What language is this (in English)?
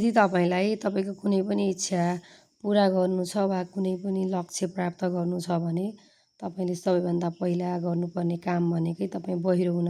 Nepali